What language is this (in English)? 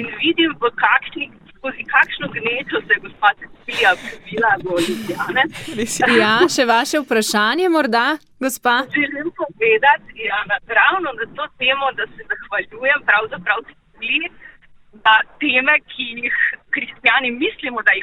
Slovenian